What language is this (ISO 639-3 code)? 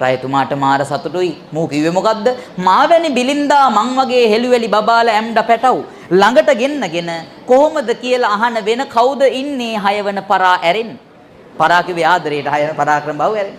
sin